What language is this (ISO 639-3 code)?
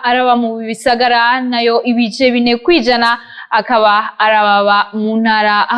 run